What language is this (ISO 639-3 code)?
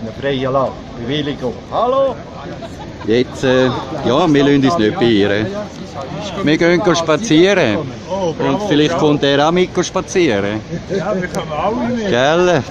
gsw